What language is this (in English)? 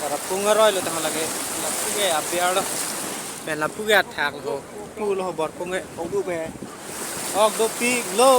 Karbi